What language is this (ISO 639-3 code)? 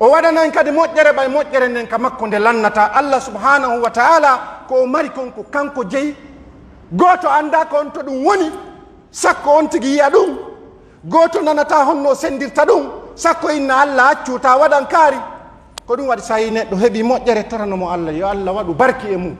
fuf